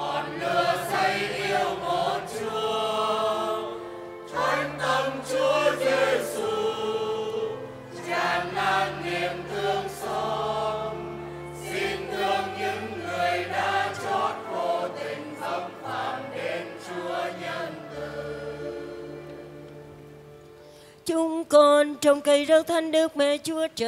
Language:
Vietnamese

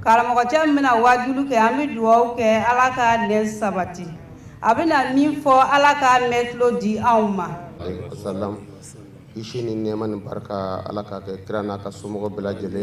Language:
Bambara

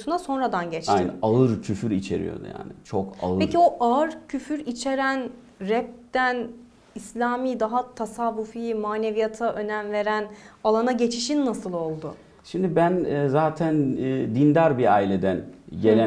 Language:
Turkish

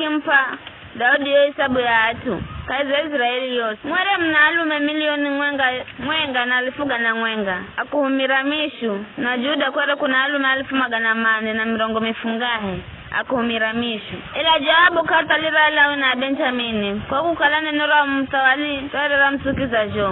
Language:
Giryama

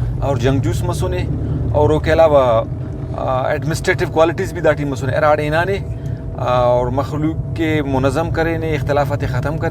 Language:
Brahui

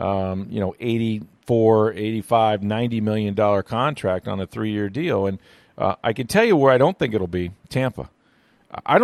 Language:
English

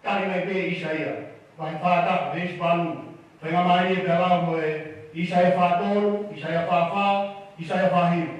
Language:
Tongan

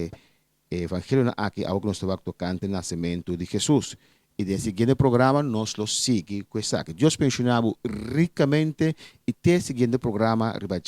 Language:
Papiamento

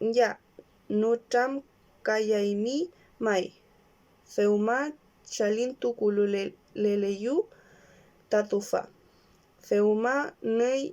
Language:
Mapuche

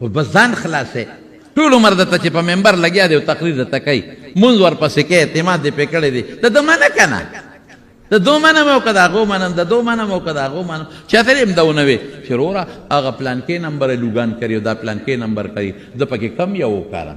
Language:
Pashto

